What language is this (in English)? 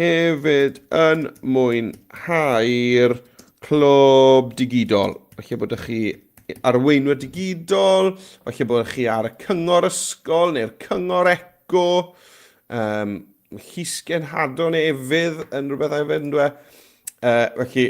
Welsh